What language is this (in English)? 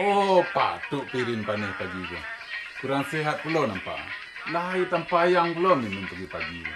Minangkabau